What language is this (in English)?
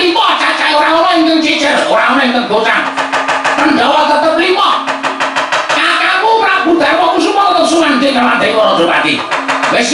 Javanese